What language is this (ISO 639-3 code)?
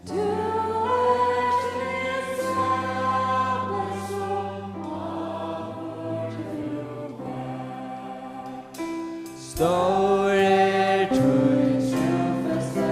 fao